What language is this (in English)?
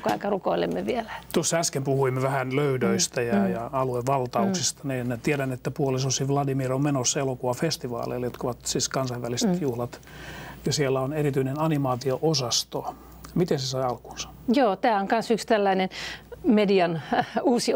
Finnish